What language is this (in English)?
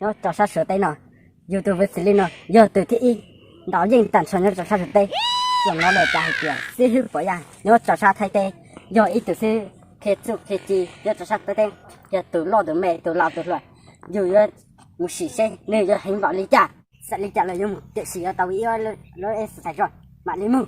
Hmong